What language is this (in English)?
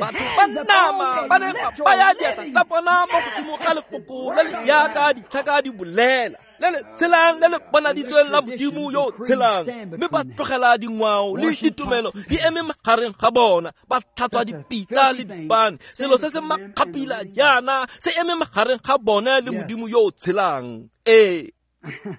Tswana